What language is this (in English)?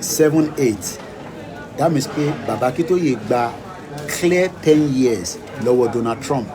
Yoruba